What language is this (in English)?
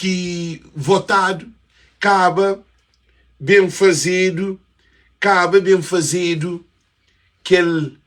Kabuverdianu